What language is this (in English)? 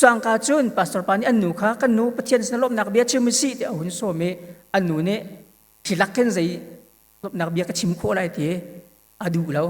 Hakha Chin